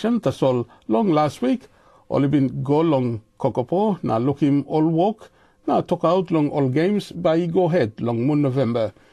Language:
Tok Pisin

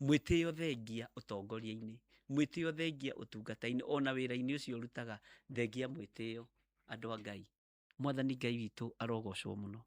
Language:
Kikuyu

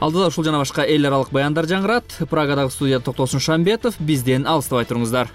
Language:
Kyrgyz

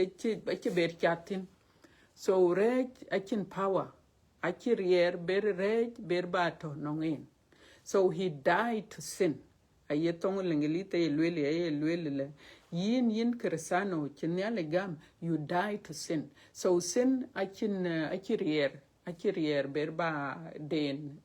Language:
Dinka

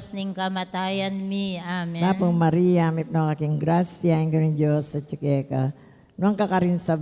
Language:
Pampanga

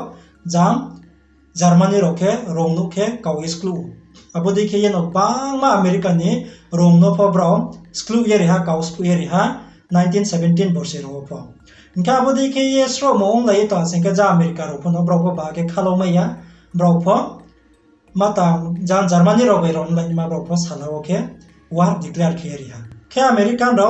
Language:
Riang (India)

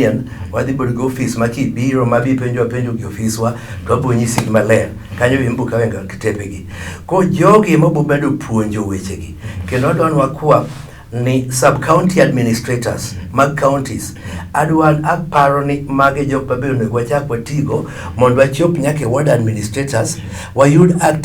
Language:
Luo (Kenya and Tanzania)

